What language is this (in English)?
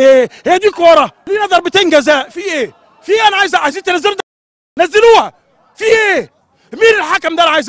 Egyptian Arabic